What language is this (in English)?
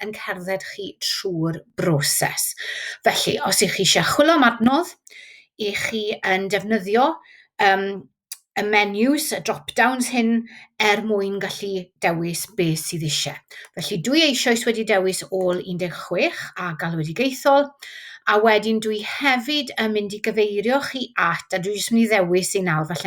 Welsh